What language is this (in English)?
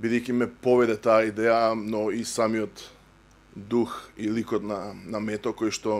Macedonian